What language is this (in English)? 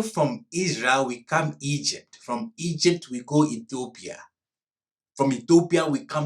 Ghanaian Pidgin English